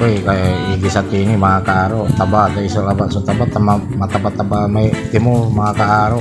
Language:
Pangasinan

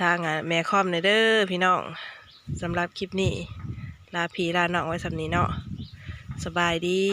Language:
Lao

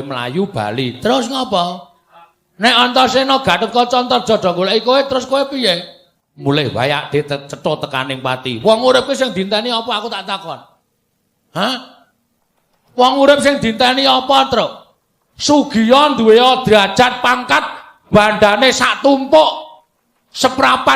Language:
Javanese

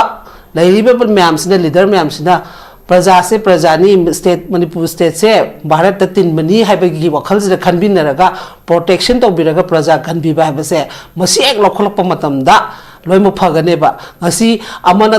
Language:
Manipuri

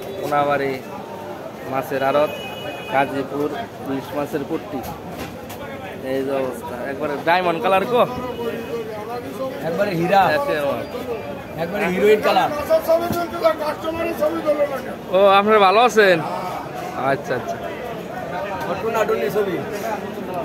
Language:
Bangla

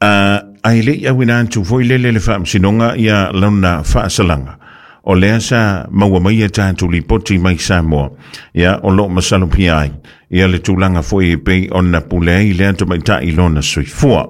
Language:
Samoan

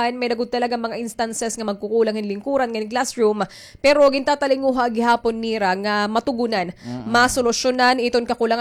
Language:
Waray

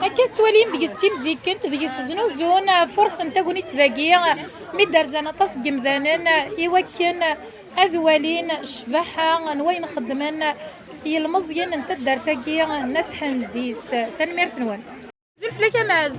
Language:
Kabyle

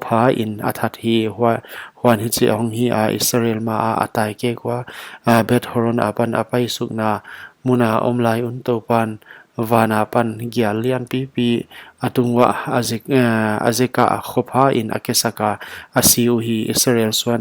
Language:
Paite Chin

